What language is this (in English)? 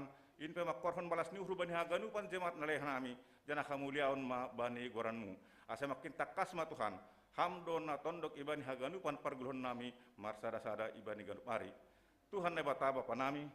Batak Simalungun